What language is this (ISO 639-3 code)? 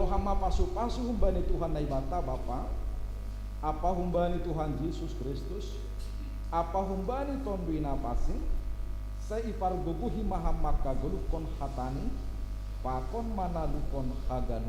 bts